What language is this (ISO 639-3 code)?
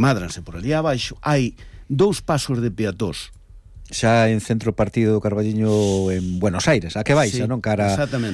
glg